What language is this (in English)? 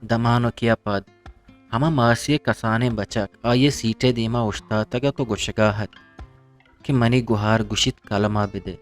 Eastern Balochi